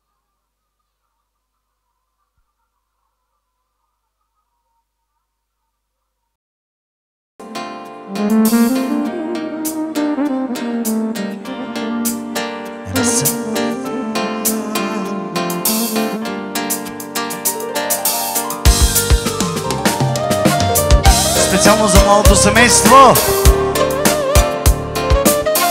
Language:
Bulgarian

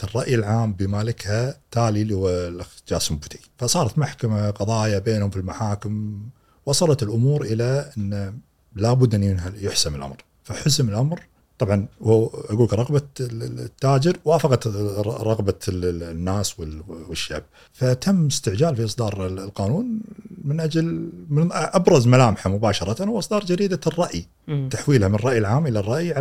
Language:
Gulf Arabic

